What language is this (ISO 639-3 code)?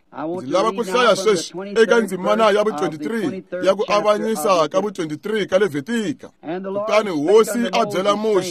tso